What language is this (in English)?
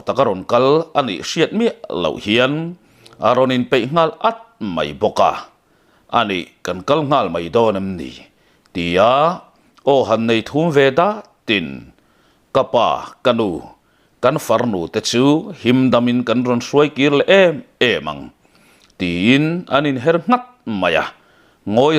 Mizo